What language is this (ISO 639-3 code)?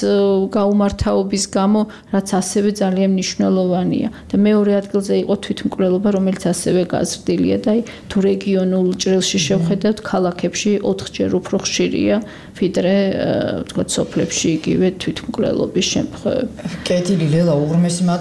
kat